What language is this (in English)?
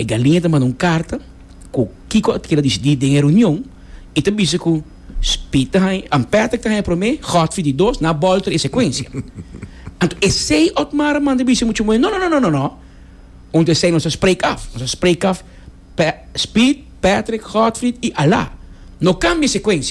Papiamento